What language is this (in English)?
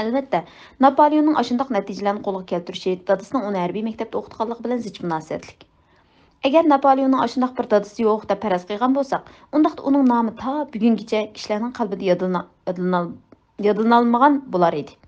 Uyghur